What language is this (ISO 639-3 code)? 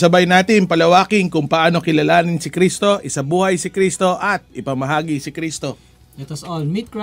fil